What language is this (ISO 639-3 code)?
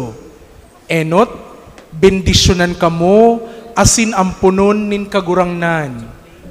bik